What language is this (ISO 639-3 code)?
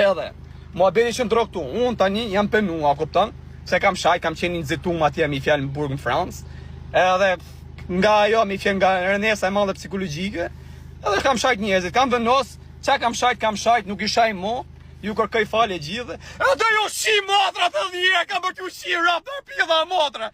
sqi